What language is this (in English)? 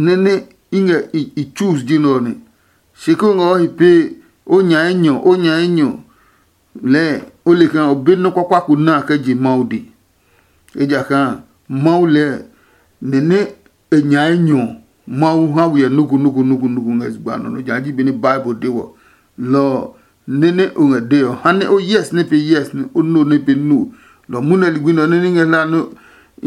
Adangme